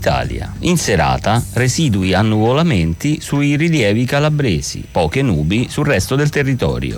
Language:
Italian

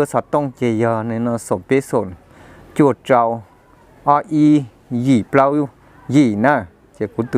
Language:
Hmong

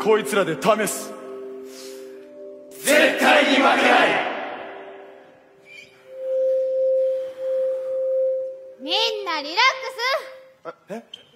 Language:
Japanese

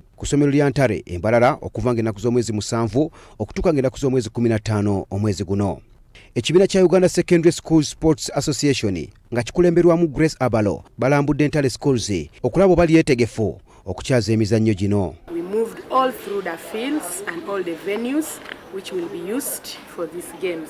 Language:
Ganda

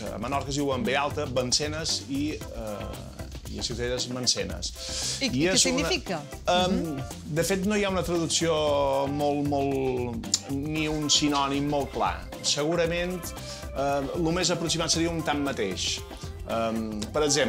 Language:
Catalan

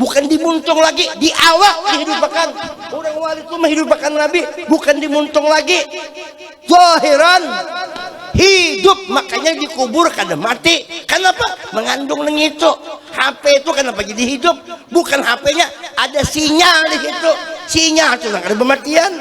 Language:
Banjar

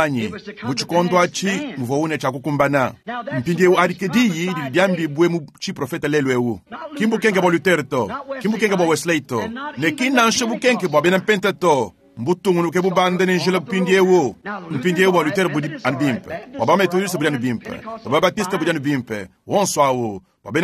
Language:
Luba-Lulua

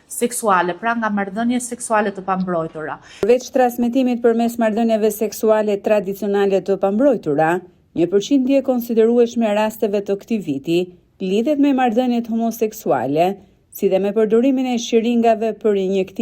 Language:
Albanian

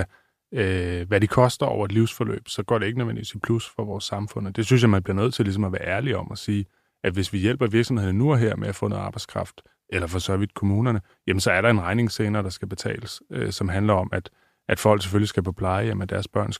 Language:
Danish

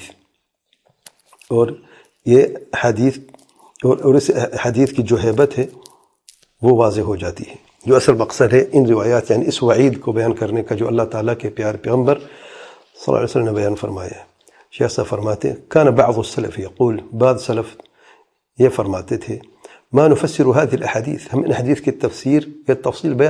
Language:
Urdu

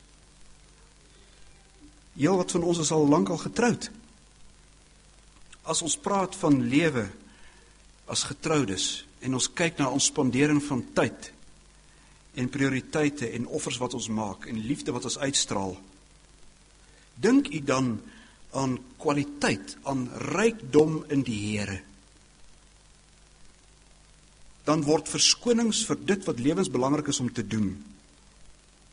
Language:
Afrikaans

